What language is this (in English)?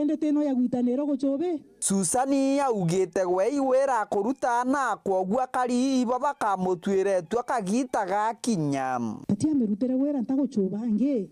Meru